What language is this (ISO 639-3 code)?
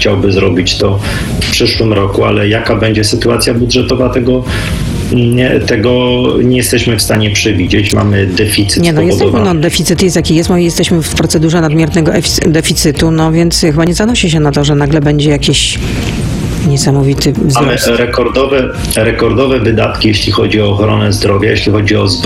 pol